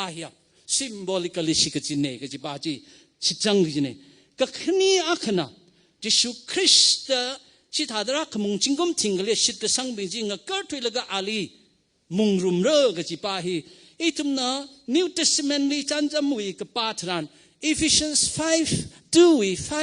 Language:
Tangkhul Naga (India)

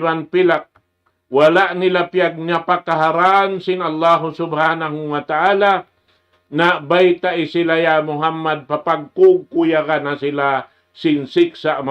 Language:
Tausug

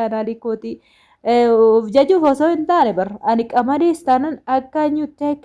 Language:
Oromo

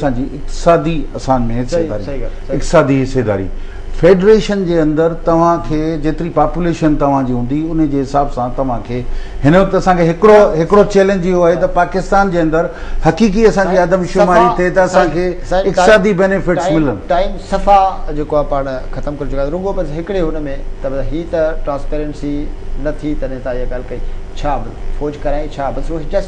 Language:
Sindhi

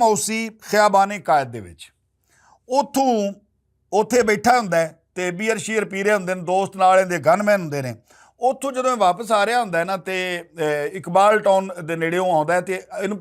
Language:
Western Panjabi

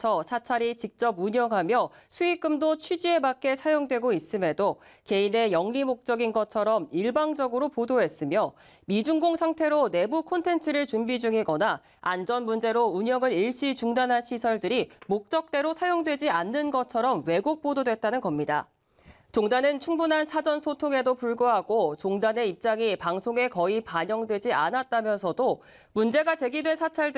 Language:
Korean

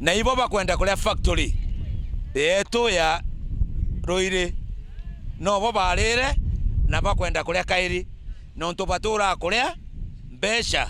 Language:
Meru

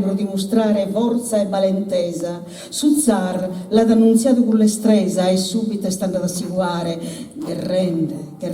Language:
Sardinian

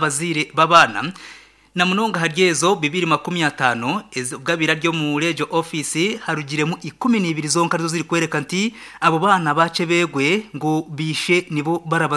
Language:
Nyankole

